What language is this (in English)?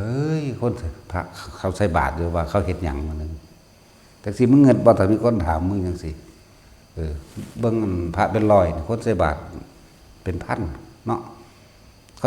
Northeastern Thai